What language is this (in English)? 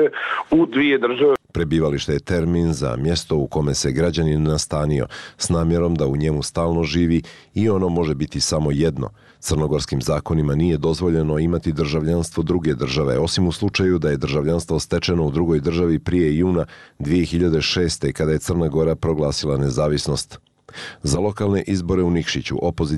Bosnian